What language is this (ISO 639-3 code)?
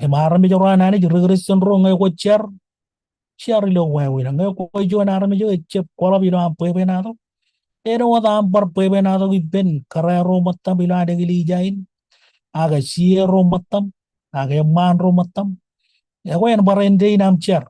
mah